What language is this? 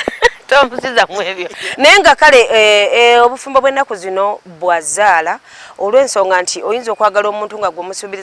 Ganda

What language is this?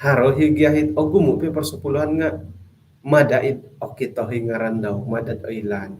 Central Dusun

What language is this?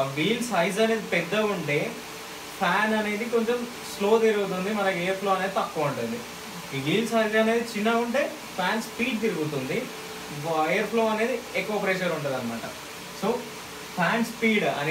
Telugu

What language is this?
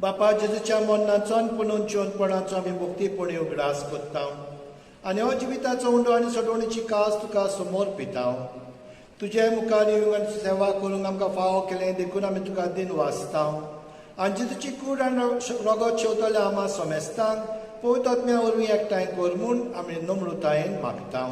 Konkani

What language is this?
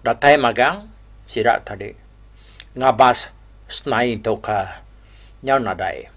Iban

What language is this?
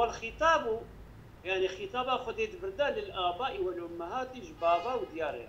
Kurdish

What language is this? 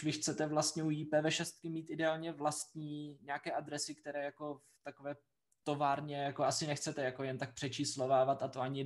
Czech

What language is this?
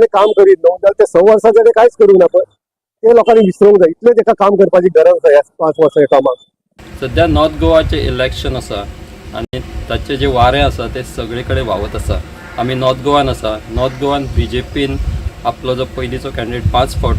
Konkani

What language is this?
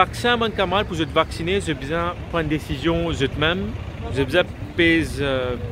Morisyen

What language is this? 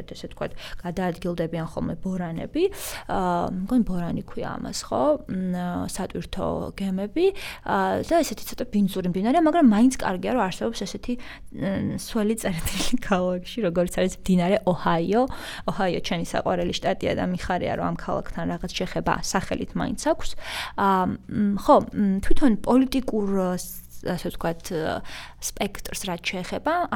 Georgian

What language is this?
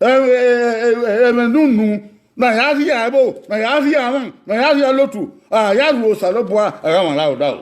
Bini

